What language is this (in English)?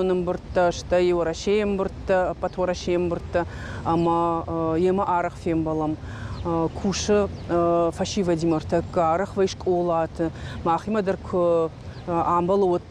Ossetic